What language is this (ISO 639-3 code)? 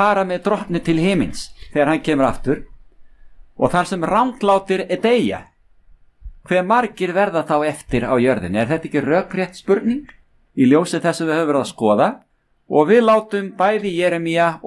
isl